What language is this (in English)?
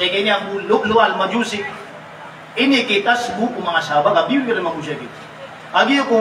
Maranao